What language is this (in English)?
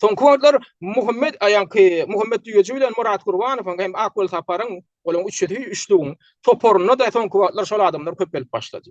Turkmen